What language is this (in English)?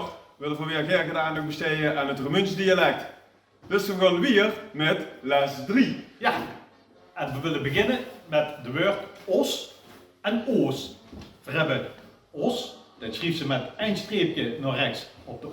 Limburgish